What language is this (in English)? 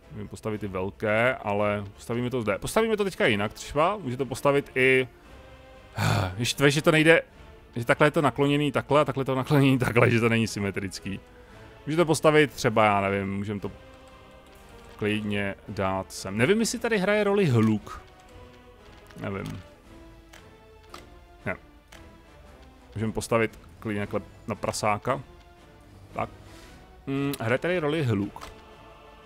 Czech